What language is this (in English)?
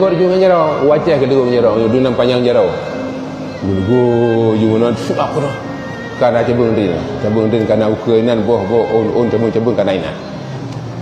Achinese